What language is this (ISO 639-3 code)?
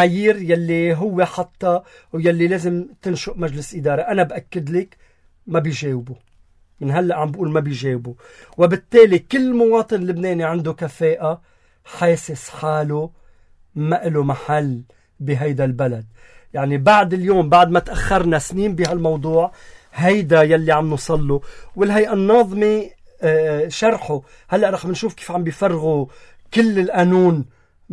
apc